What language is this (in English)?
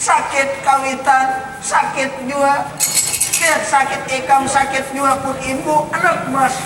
Banjar